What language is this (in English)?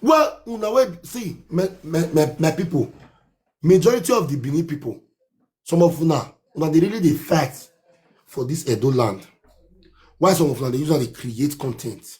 Nigerian Pidgin